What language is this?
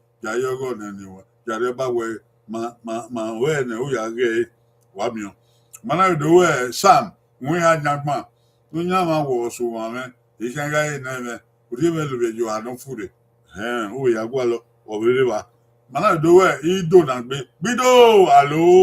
Bini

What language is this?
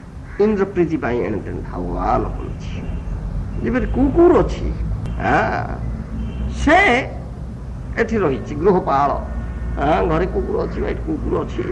Odia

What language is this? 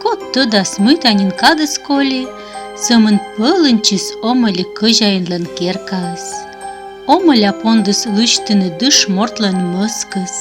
Komi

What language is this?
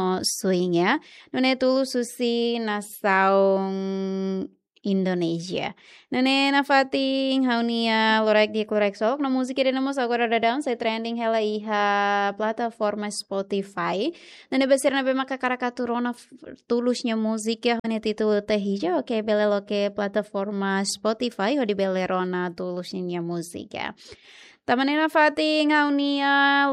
Tetum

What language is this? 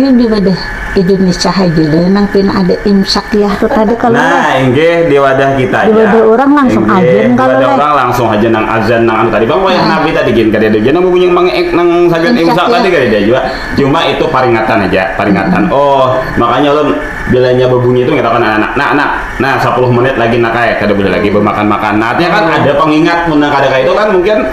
Banjar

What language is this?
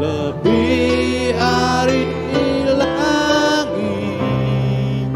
Iban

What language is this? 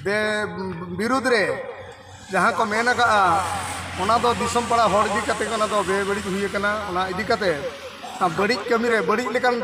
Santali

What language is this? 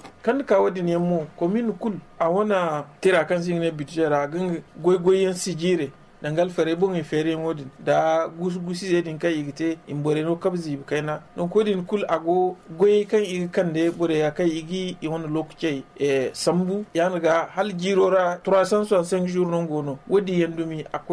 Zarma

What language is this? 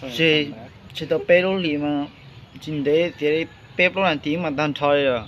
Hmong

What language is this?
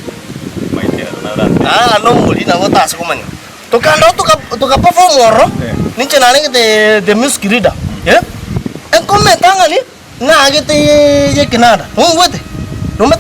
Gusii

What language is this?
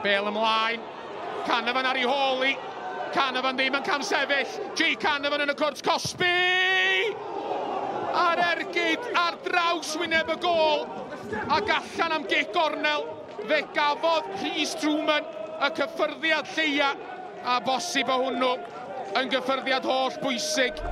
Welsh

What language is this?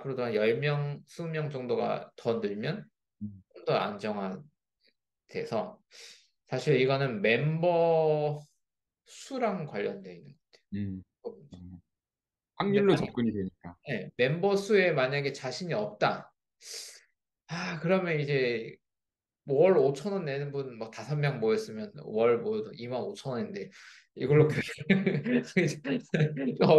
Korean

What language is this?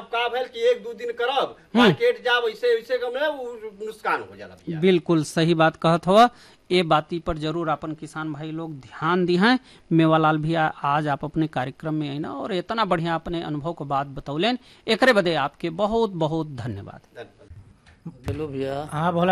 Bhojpuri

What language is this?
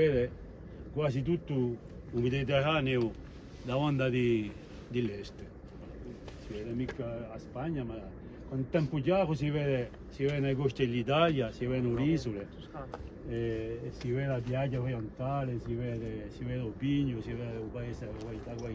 Corsican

